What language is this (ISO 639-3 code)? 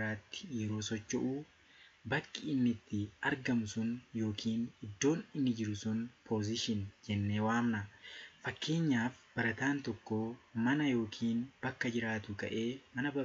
orm